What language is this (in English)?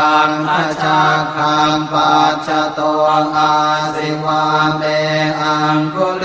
Pali